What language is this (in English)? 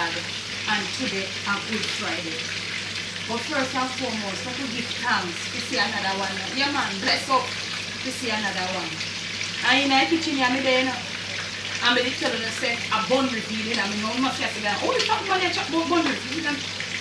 Jamaican Creole English